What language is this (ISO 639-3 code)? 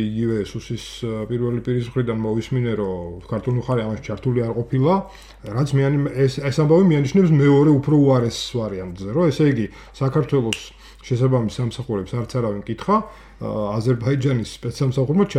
kat